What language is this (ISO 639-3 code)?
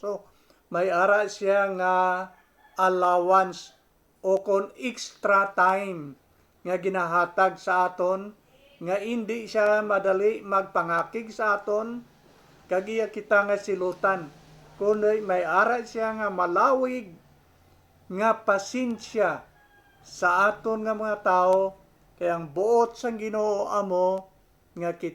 hil